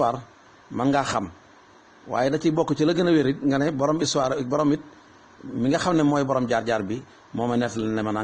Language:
Wolof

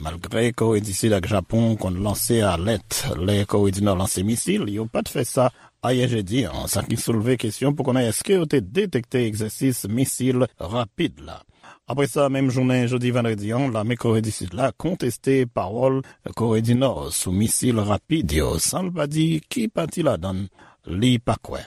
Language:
Haitian Creole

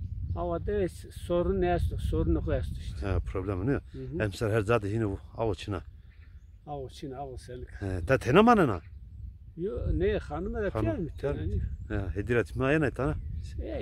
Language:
Zaza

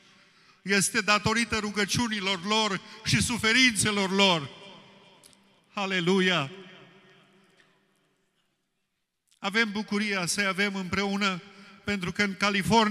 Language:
Romanian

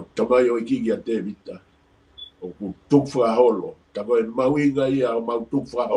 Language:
Tongan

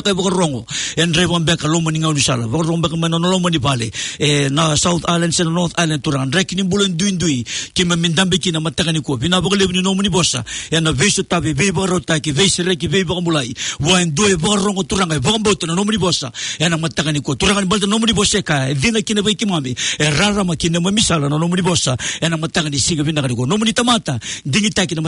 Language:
Fijian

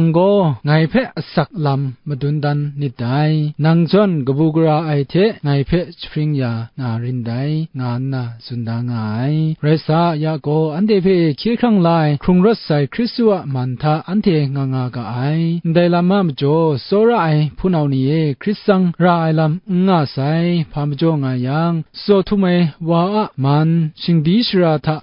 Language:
Kachin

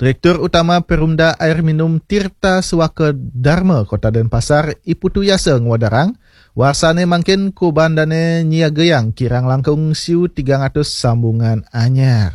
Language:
Balinese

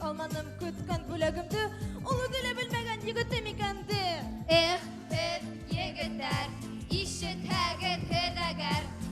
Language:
Bashkir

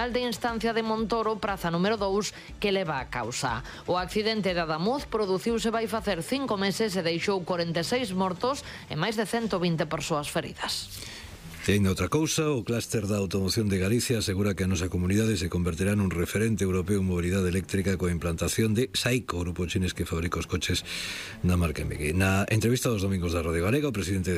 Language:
Galician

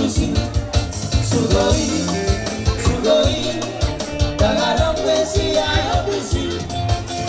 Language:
Batak Toba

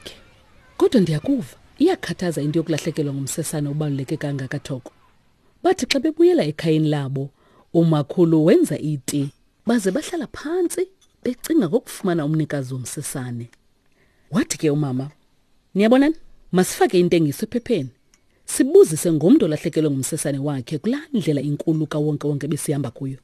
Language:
Xhosa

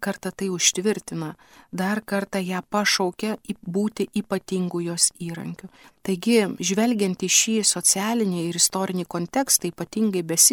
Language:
Lithuanian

